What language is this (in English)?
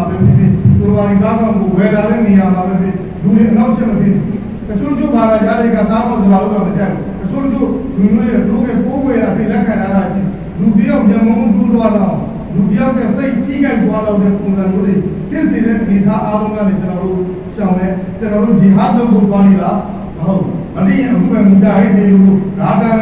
Burmese